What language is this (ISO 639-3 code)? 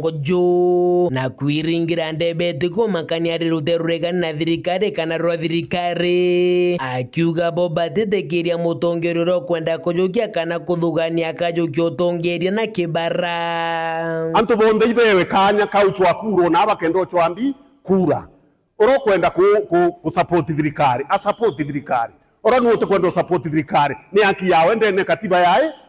mer